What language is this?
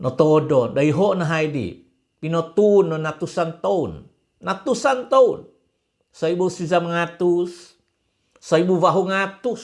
Central Dusun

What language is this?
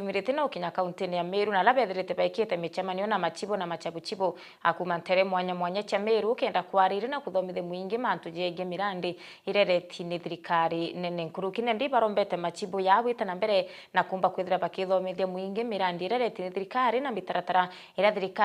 Meru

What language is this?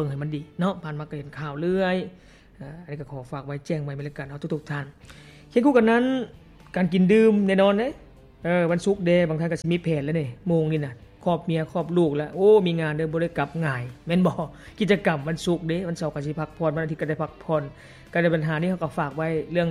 Lao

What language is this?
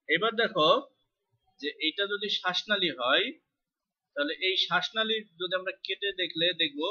Bangla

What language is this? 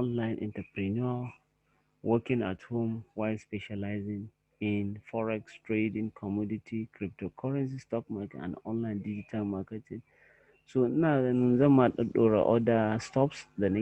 Hausa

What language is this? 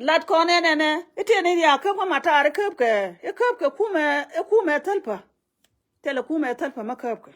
Nuer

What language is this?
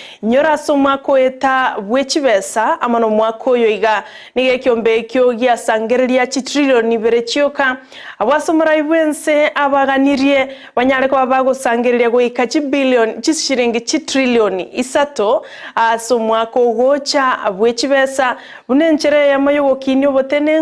Gusii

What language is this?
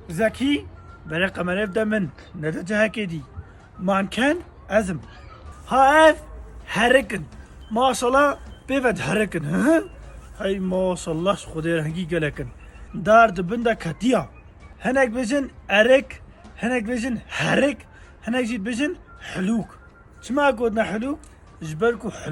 Kurdish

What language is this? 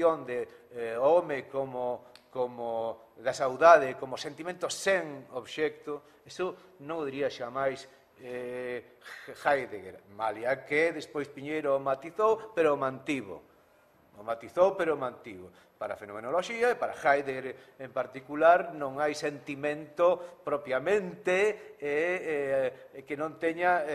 Galician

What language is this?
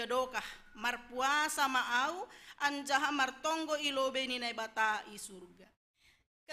Batak Simalungun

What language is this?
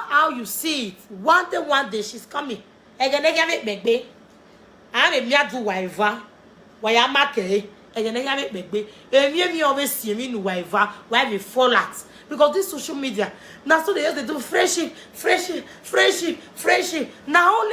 Nigerian Pidgin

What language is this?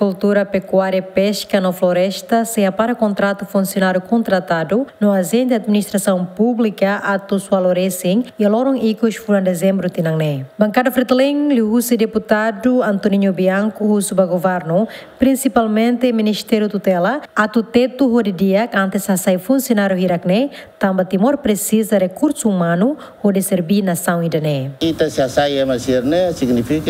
Tetum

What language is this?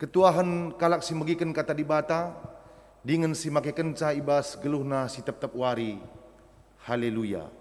Batak Karo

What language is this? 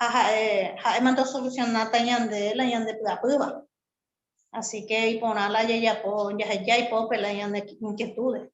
Guarani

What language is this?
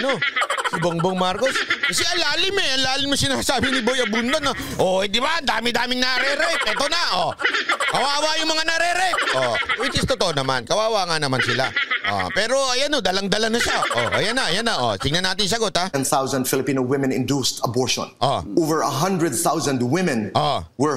Filipino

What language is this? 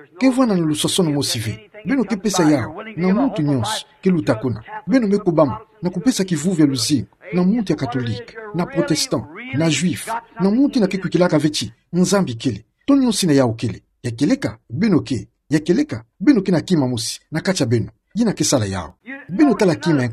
Kituba (Democratic Republic of Congo)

